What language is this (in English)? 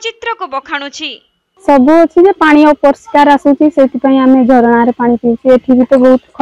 Odia